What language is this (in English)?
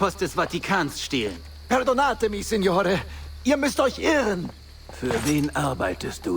Bavarian